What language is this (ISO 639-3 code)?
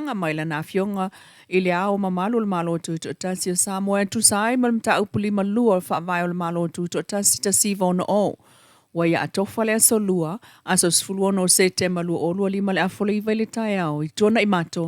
smo